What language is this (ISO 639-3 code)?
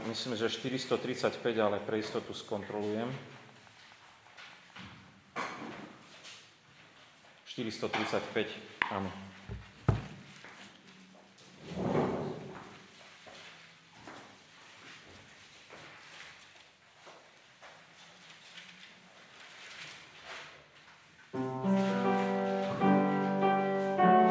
slk